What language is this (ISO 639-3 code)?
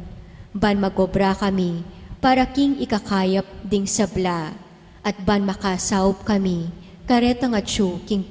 pam